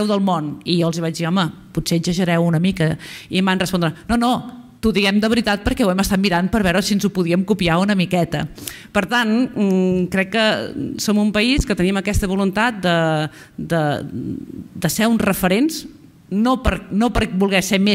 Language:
Catalan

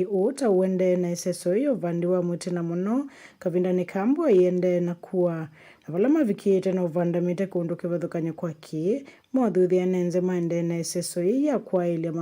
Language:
Kamba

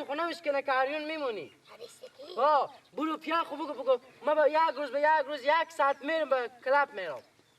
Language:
Persian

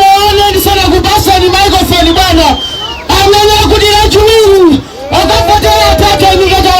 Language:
Nyanja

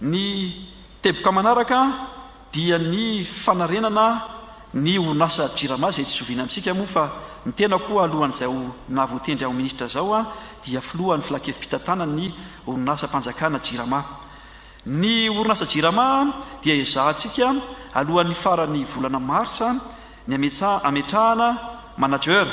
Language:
Malagasy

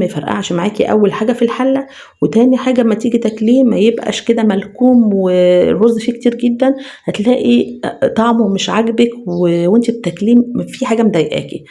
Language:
Egyptian Arabic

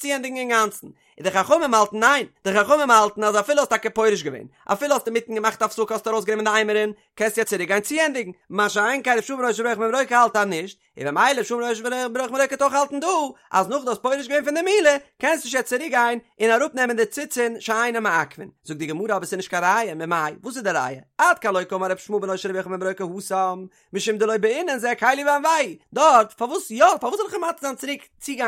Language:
Yiddish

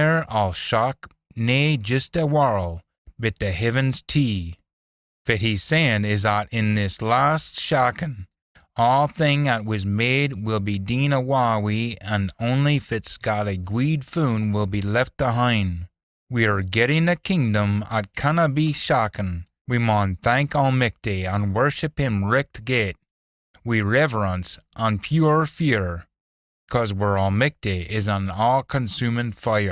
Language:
Scots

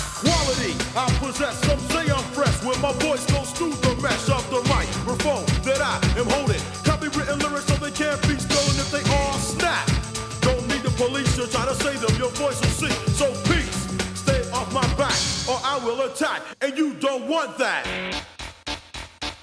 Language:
English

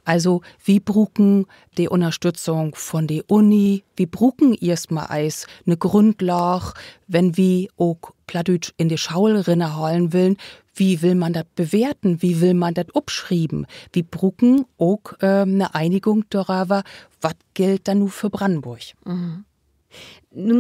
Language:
Low German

